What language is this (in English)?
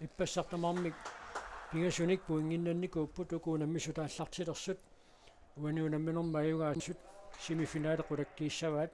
Kalaallisut